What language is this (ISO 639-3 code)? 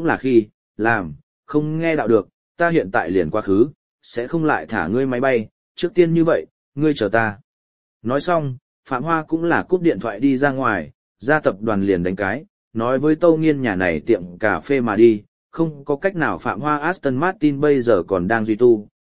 vie